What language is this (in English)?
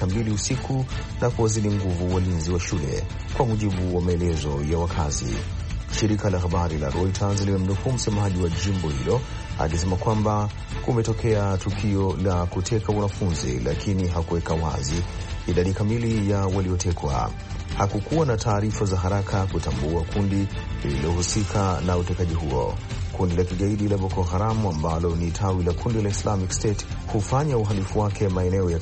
Swahili